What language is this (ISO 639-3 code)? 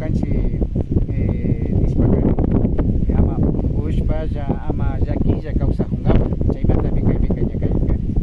qvi